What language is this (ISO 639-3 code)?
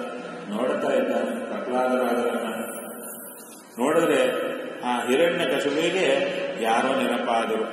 kan